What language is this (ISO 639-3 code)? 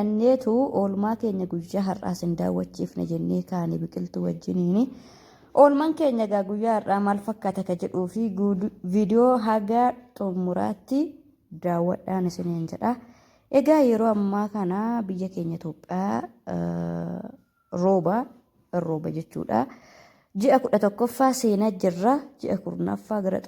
orm